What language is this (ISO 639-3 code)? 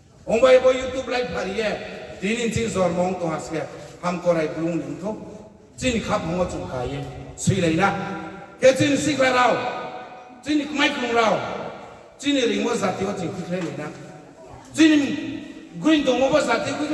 ria